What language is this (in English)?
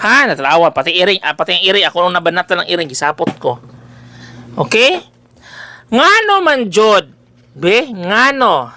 Cebuano